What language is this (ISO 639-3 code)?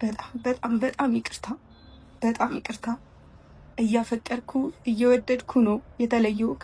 amh